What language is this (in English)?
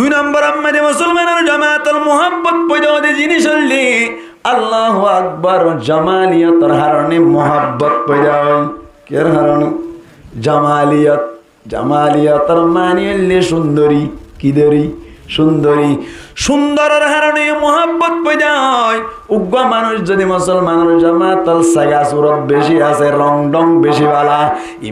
Rohingya